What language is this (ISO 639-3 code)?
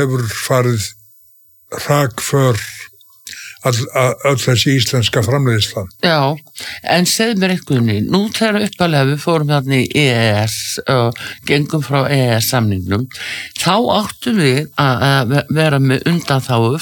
isl